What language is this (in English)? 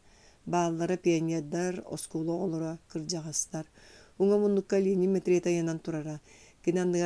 Yakut